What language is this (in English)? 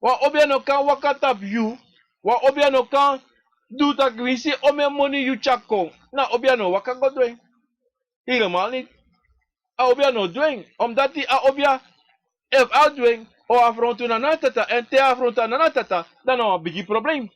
Sranan Tongo